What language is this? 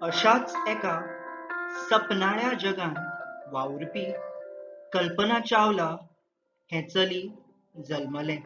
Konkani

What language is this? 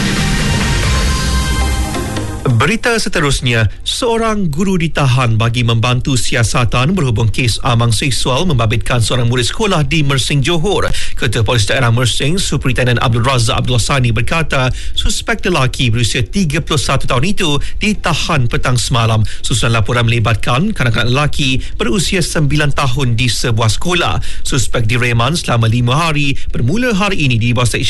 Malay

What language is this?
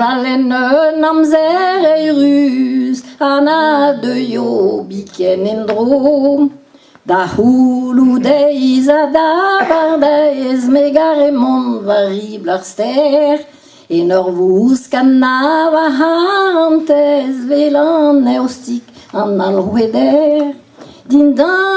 Breton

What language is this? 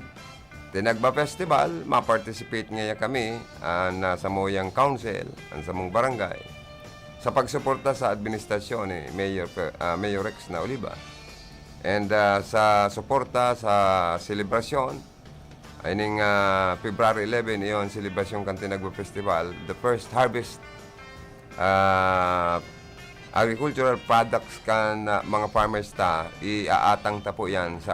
Bikol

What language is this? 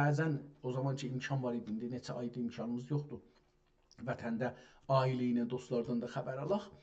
South Azerbaijani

